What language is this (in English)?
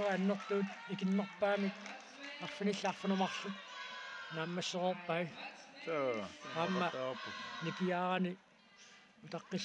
Kalaallisut